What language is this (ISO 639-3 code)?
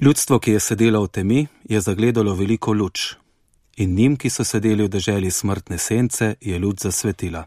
slv